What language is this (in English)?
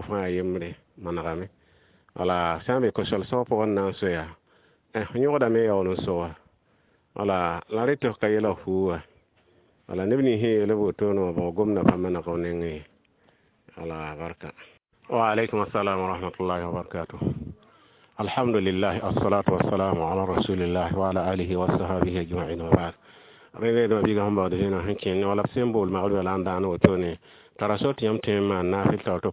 Mossi